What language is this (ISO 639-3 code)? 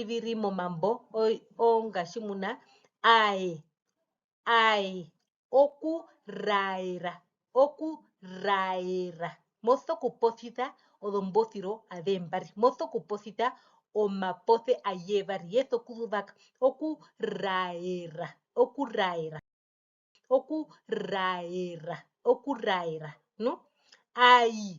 her